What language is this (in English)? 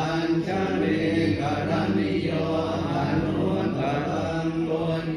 Pali